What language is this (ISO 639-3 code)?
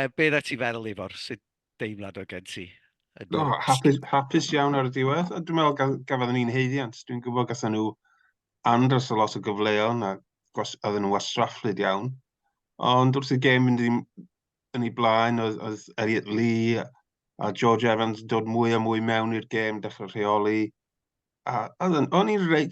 cym